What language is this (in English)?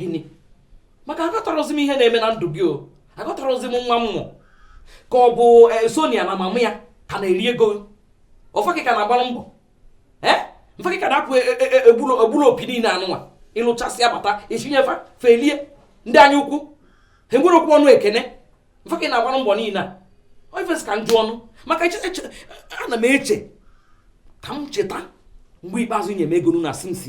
Igbo